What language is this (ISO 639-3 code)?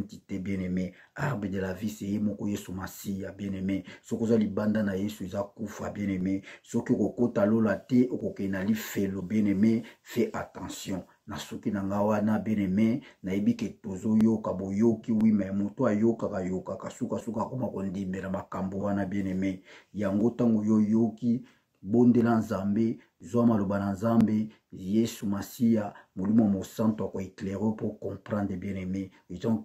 lin